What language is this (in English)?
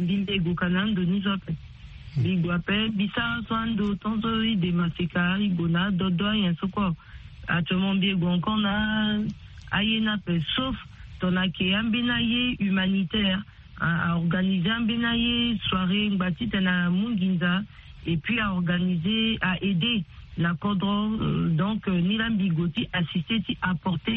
Sango